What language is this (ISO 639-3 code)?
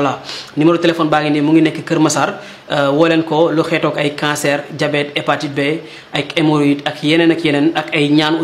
wol